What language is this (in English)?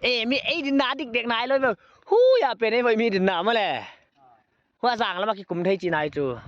Paite Chin